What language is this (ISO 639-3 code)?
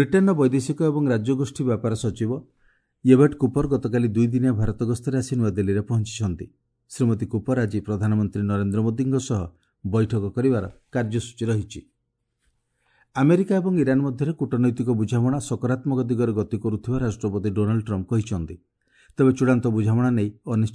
ori